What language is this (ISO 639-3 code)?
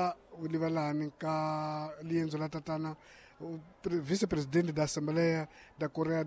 tso